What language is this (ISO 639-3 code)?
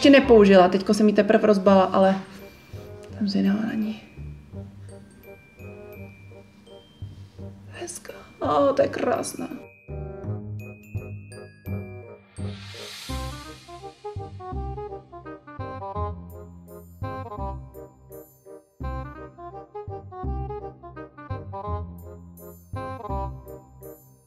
ces